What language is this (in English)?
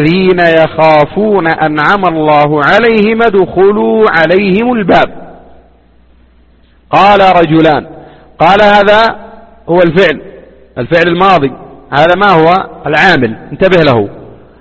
Arabic